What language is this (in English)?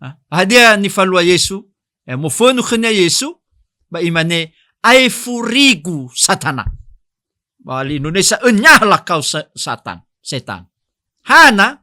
Nias